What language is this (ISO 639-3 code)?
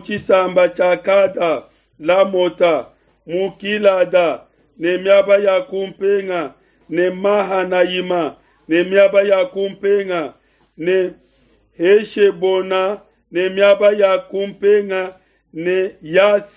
lua